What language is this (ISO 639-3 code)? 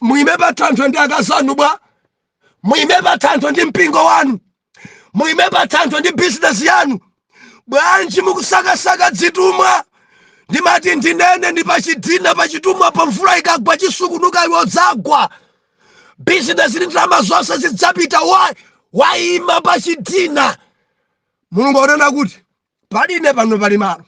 nya